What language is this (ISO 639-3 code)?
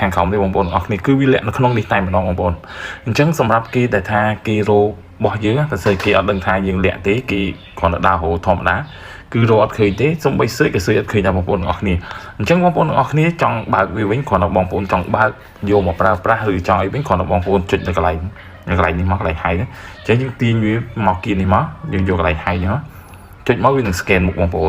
khm